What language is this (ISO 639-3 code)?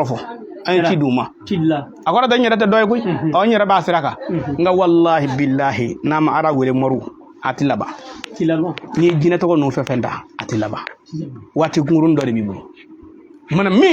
bam